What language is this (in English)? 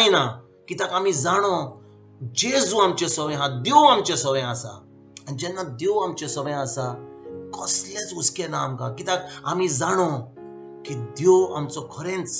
Konkani